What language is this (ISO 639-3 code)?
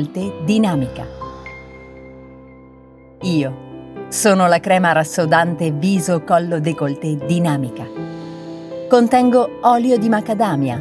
ita